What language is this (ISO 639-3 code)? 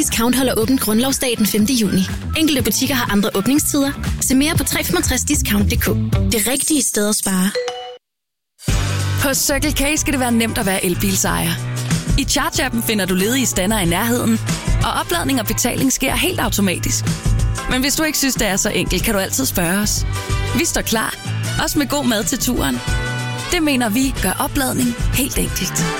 dan